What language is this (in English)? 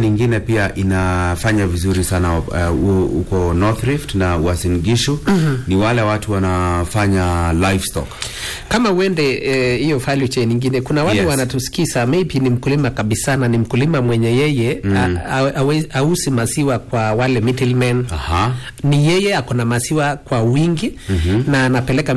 Swahili